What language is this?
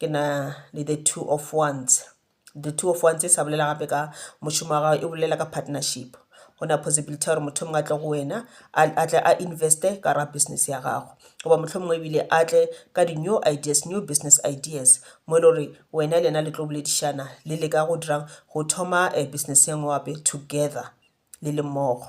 Northern Sotho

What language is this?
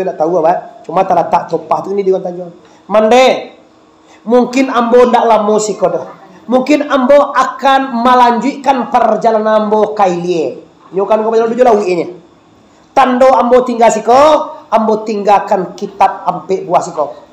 Minangkabau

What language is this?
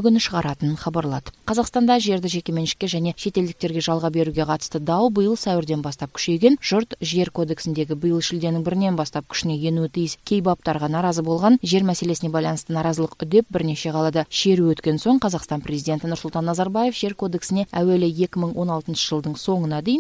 Kazakh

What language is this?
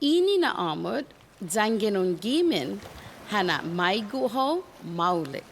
Chamorro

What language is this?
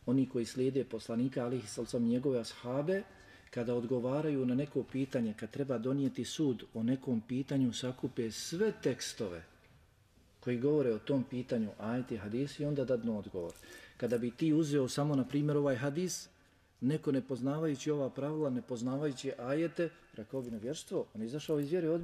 Bosnian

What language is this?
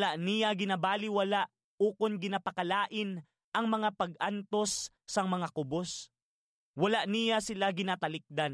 Hiligaynon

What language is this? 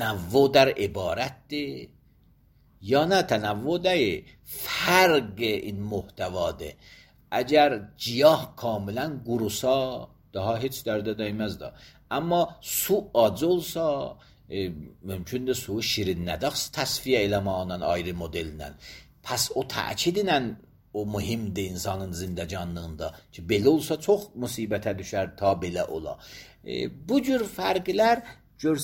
Azerbaijani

